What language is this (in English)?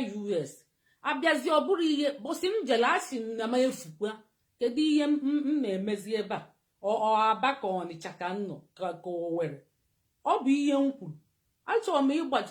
Igbo